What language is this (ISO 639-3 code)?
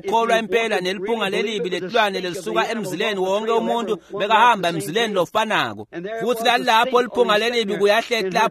ssw